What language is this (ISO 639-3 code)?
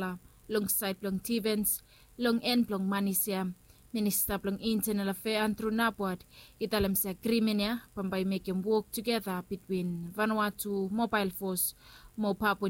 bis